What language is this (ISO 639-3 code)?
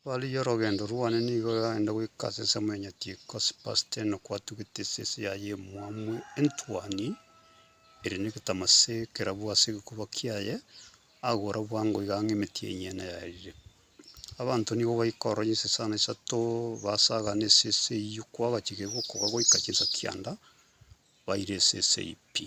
guz